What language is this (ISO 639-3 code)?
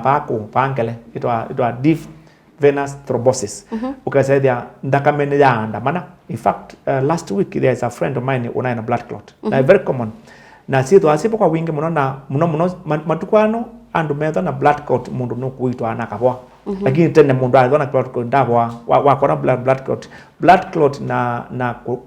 kam